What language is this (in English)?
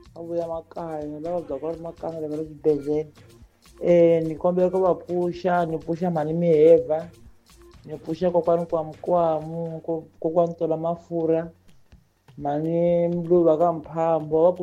Tsonga